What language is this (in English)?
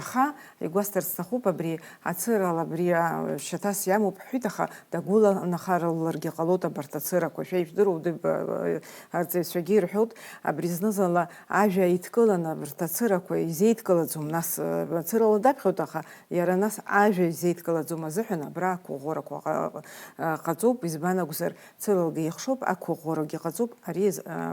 Abkhazian